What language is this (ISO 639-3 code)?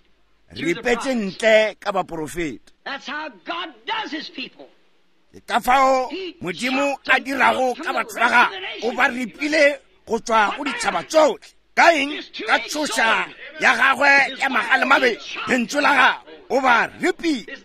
nso